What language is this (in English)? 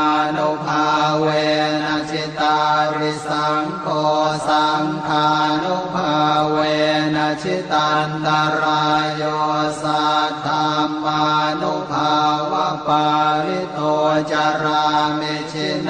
Pali